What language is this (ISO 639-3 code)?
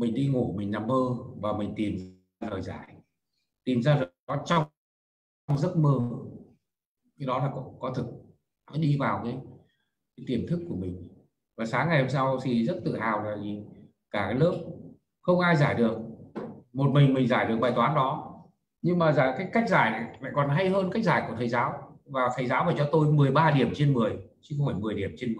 vie